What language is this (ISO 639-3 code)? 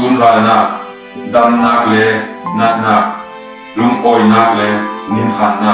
cfm